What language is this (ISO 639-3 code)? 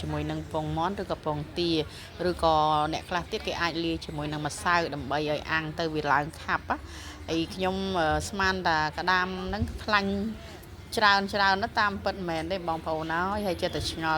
khm